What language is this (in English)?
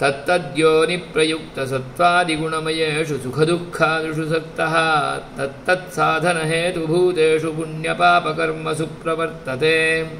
Sanskrit